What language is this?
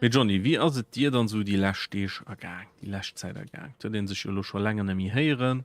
Luxembourgish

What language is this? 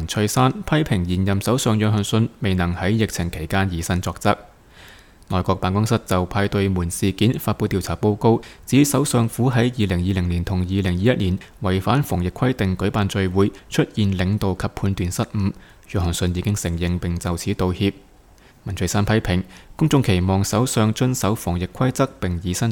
Cantonese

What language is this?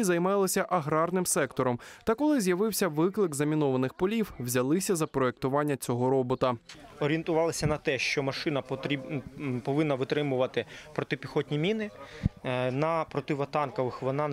Ukrainian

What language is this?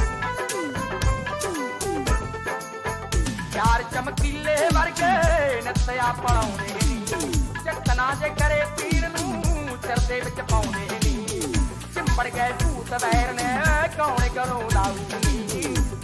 Punjabi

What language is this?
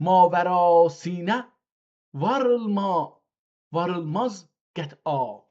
South Azerbaijani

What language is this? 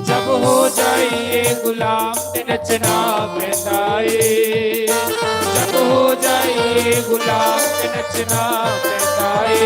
Dogri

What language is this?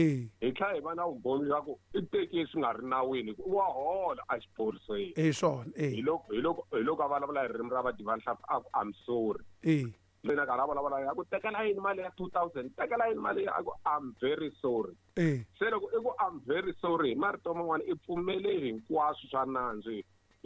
Tsonga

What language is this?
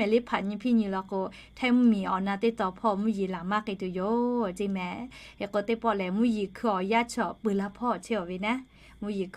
Lahu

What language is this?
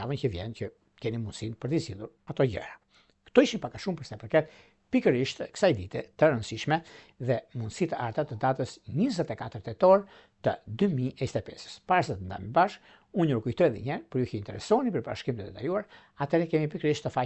Albanian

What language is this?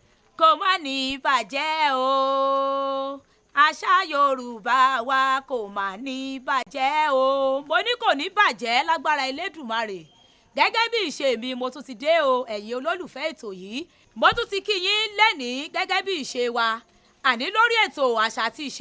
Yoruba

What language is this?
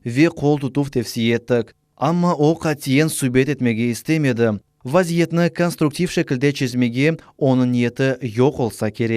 Crimean Tatar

